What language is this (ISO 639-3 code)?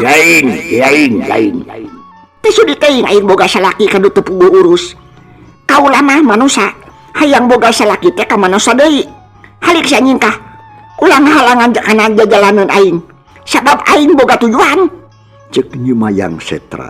sun